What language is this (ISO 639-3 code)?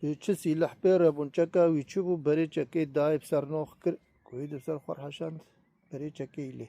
kur